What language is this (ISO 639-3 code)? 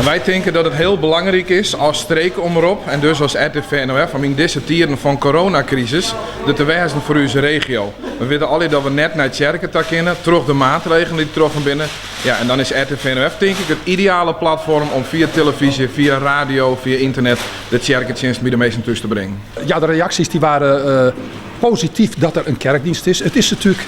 fry